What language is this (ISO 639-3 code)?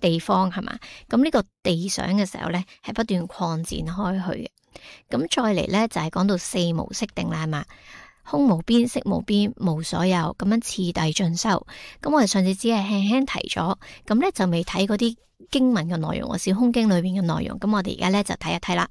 yue